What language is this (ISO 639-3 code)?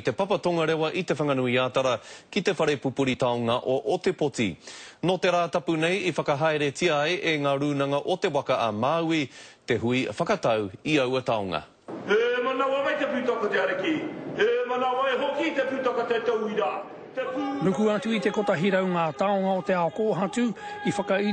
mri